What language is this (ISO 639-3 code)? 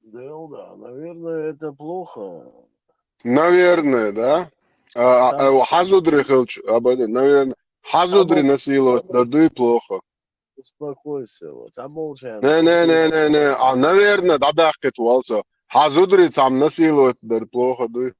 che